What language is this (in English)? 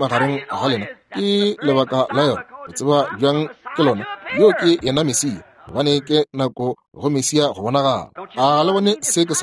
Northern Sotho